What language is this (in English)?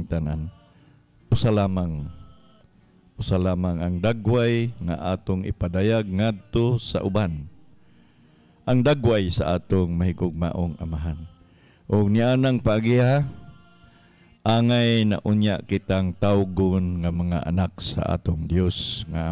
Cebuano